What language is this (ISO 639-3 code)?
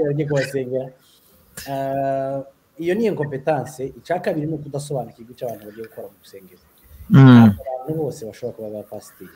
kin